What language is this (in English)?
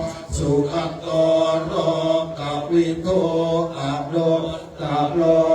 Pali